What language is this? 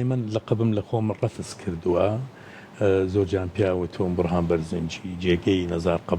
Central Kurdish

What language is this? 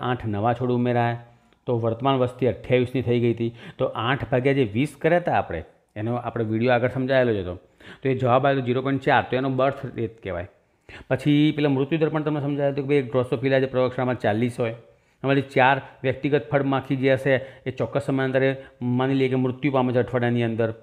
Gujarati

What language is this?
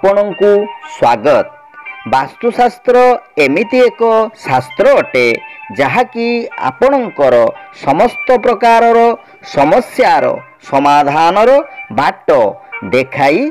Odia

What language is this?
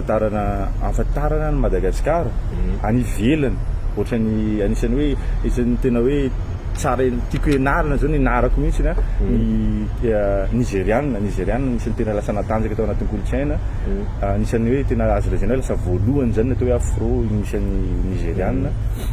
Malagasy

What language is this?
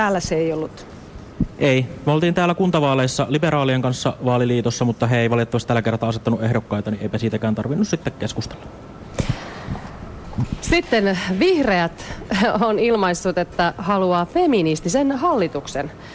Finnish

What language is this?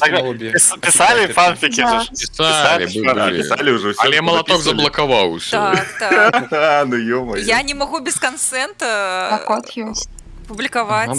Belarusian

